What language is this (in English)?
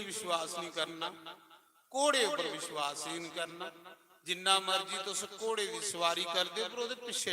Dogri